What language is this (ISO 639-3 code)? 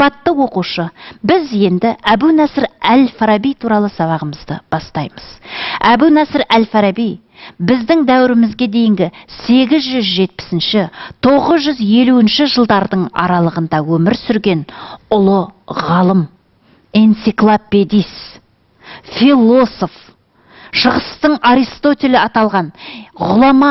kaz